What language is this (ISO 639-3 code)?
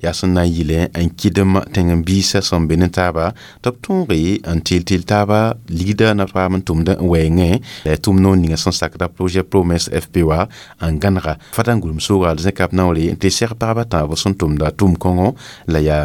mos